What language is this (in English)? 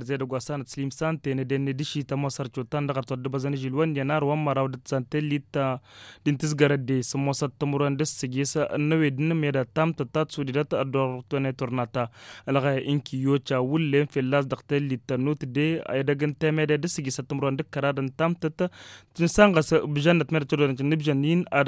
Tamasheq